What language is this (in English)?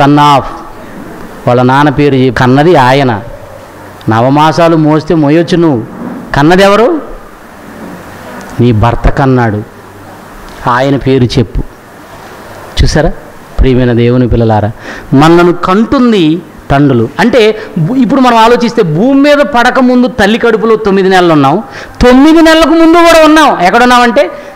Telugu